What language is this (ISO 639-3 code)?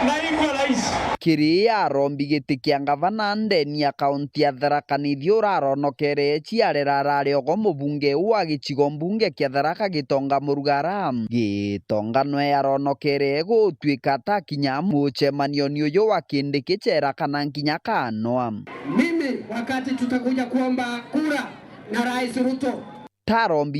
mer